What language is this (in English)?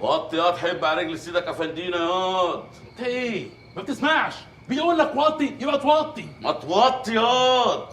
Egyptian Arabic